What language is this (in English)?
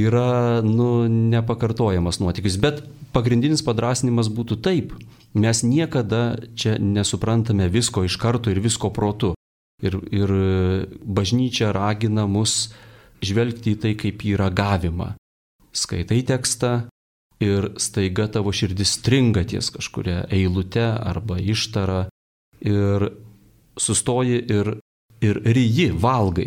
Lithuanian